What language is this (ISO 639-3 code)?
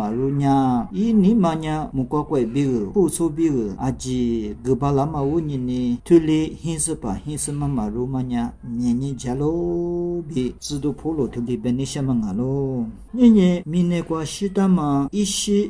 lis